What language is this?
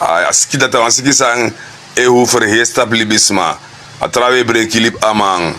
Sranan Tongo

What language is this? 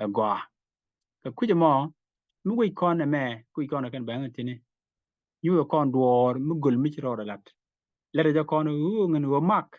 Nuer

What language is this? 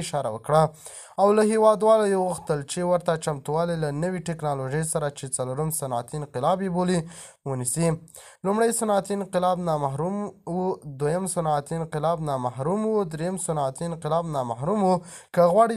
Pashto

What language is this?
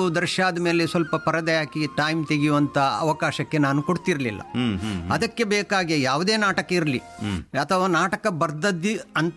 Kannada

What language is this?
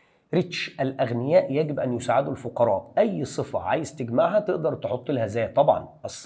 Egyptian Arabic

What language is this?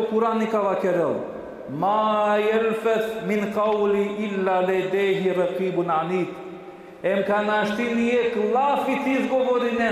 Balkan Romani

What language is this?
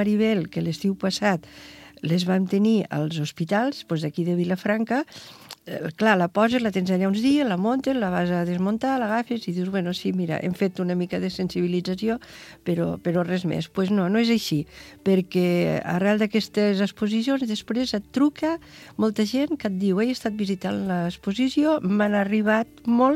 Catalan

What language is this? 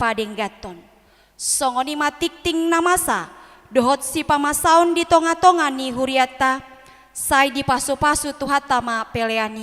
Batak Toba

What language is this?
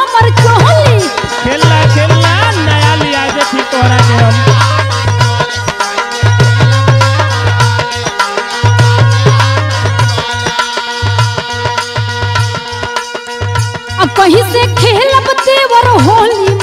Bhojpuri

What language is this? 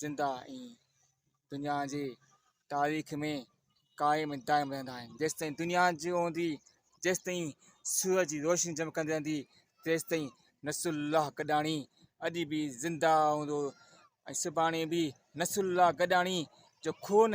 Sindhi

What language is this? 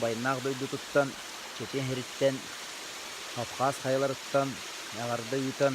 Yakut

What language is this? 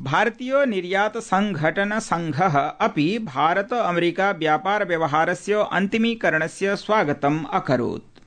Sanskrit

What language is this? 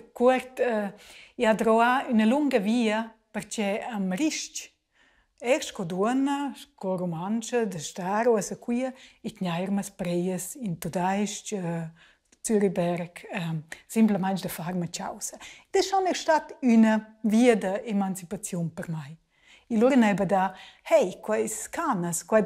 Romansh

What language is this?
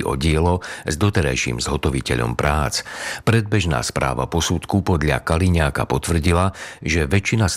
Slovak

